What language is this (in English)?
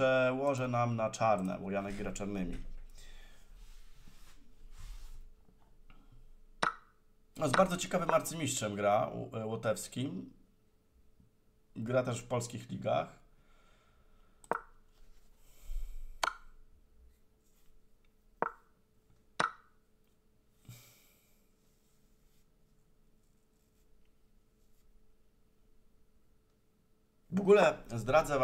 Polish